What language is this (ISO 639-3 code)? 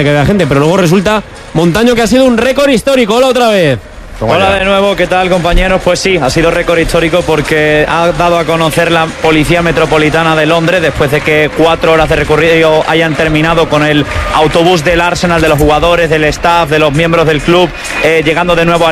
spa